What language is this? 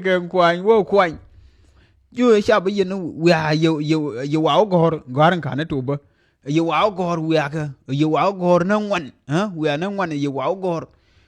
Nuer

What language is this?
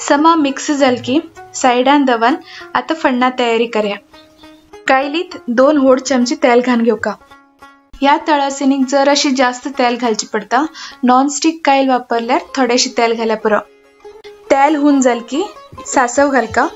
Konkani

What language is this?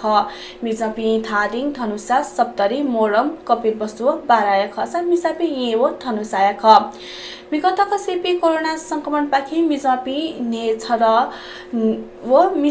Newari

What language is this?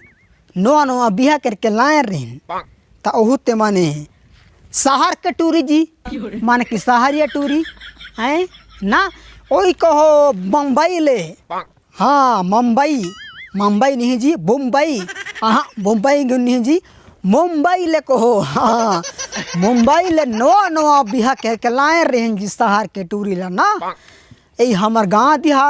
Chhattisgarhi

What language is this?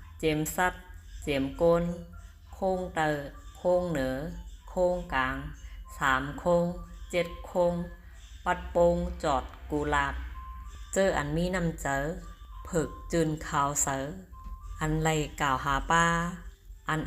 Shan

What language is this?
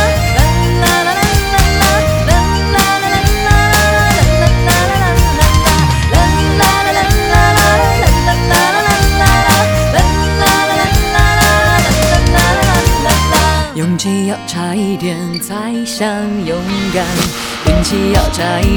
Chinese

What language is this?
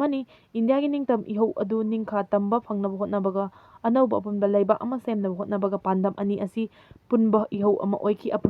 Manipuri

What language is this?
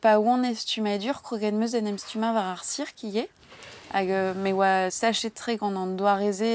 Breton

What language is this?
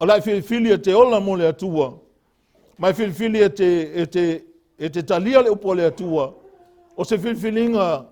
Samoan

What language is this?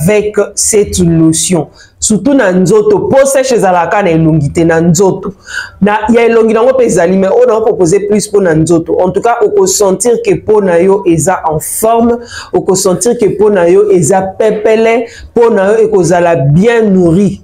Lingala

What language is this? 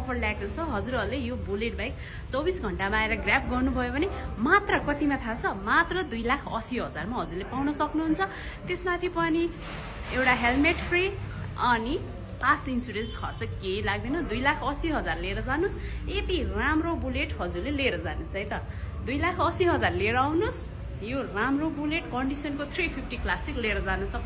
Nepali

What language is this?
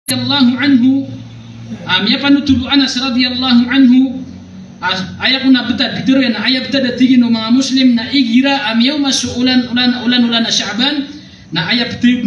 Maranao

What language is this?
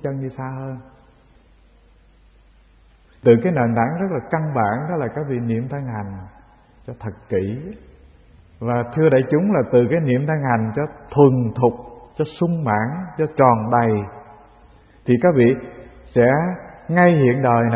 Vietnamese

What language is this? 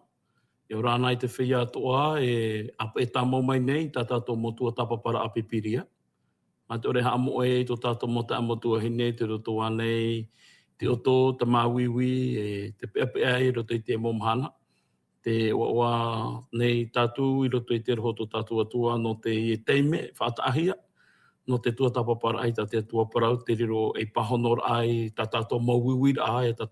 Tahitian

